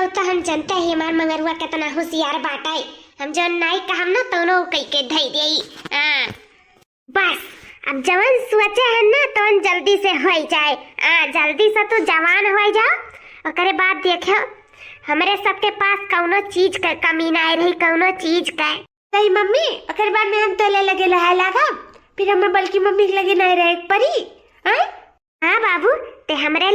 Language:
Awadhi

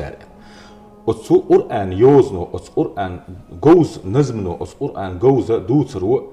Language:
Chechen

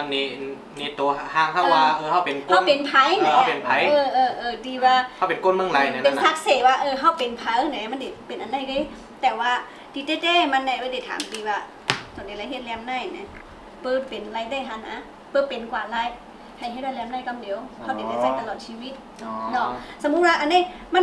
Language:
Shan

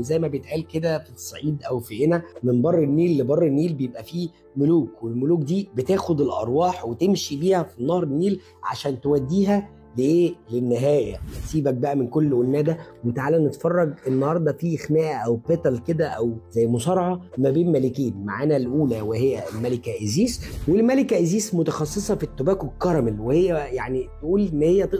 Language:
Egyptian Arabic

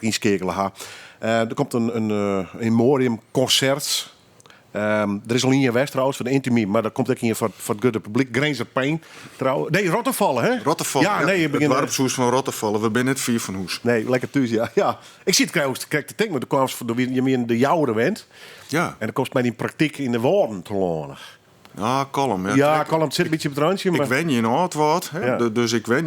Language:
Western Frisian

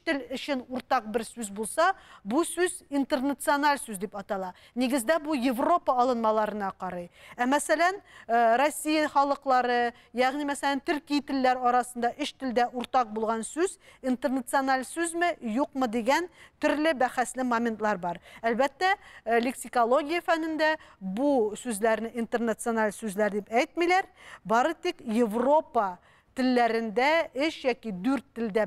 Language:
Tatar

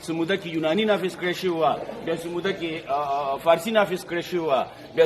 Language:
Pashto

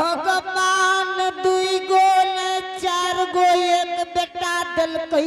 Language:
Angika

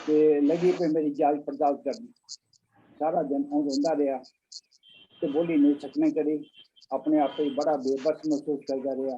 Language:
Dogri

